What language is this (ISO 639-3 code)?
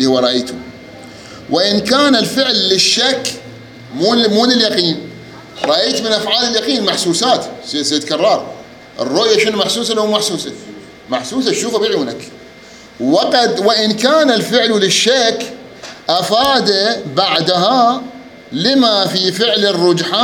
acm